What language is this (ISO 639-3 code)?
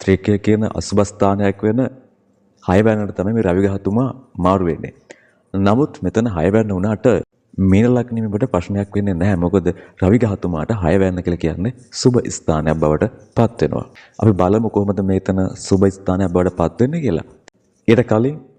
sin